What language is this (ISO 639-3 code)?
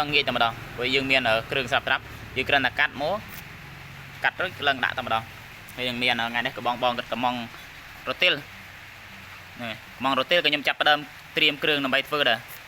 khm